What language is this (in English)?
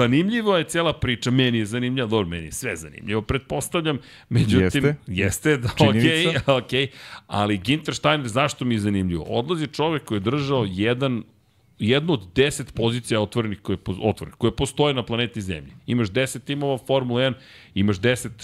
Serbian